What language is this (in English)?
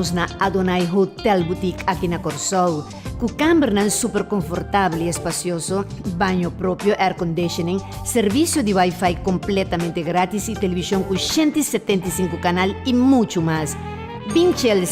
Papiamento